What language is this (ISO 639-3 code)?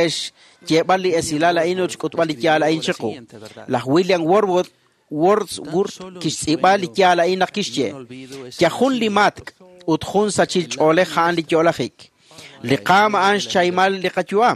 kek